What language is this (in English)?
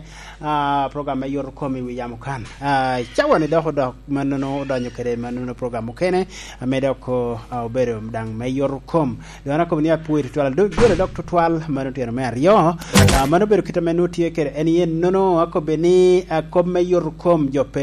Lango (Uganda)